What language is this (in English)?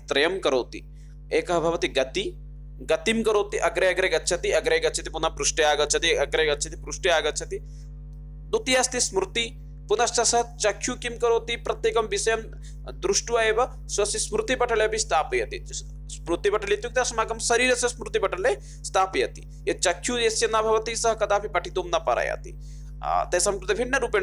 Sanskrit